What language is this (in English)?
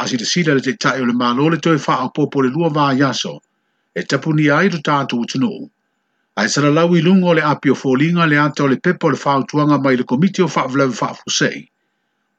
Samoan